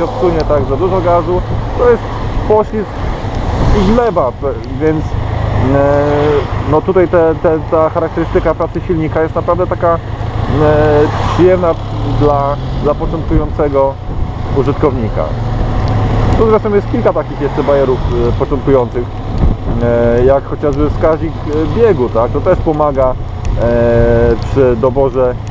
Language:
Polish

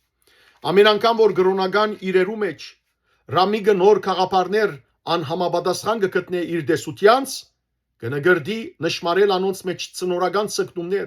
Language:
Western Armenian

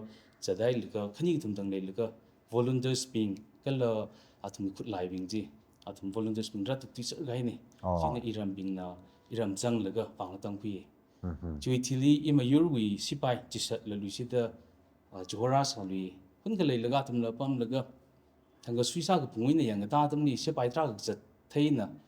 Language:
Tangkhul Naga (India)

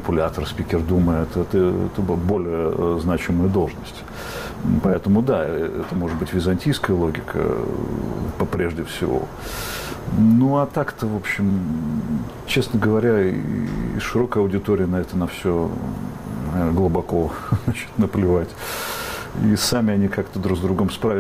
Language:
Russian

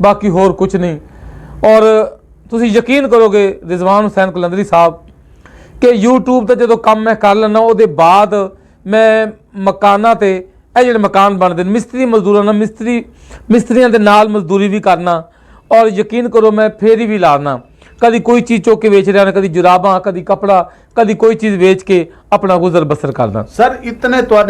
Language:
Western Panjabi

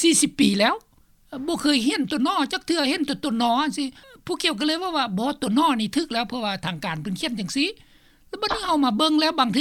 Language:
Lao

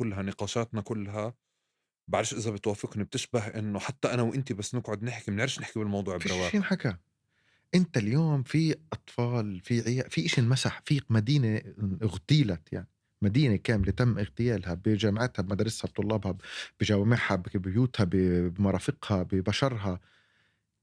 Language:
North Levantine Arabic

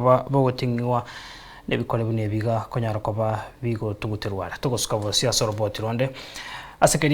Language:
Gusii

